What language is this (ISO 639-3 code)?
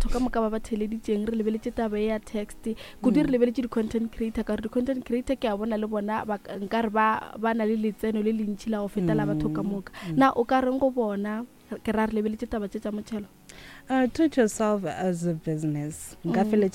nso